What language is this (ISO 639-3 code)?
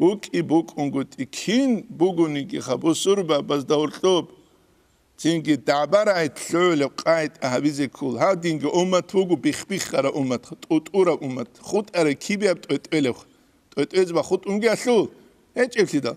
ava